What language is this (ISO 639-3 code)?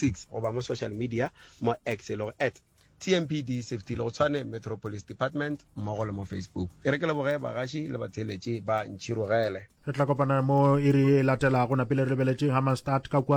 nso